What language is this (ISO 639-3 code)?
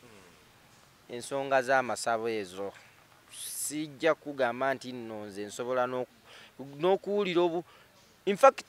lug